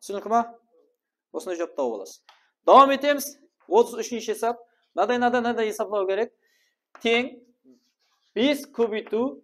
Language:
Kara-Kalpak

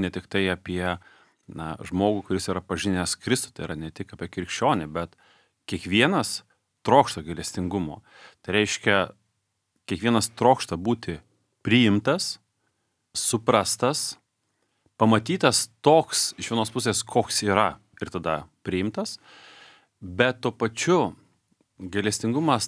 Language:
Lithuanian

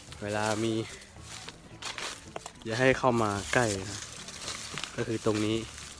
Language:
Thai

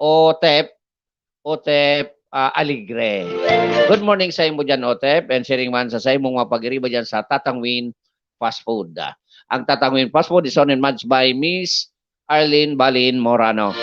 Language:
Bikol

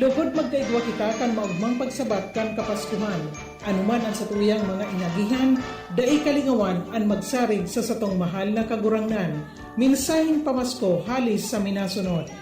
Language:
Bikol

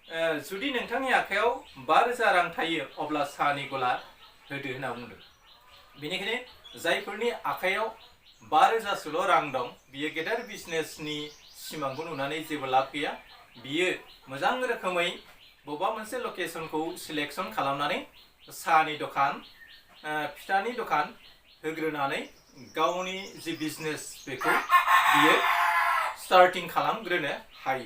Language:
Bodo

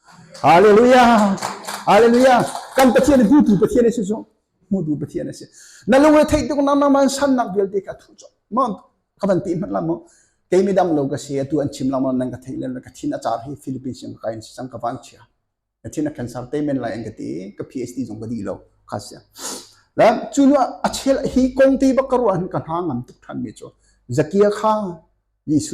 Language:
Hakha Chin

